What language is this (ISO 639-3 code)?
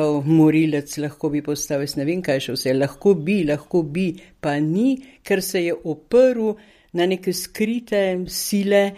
slv